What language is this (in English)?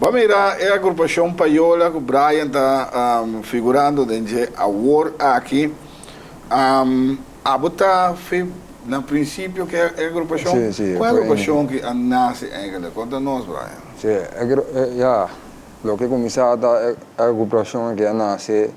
Papiamento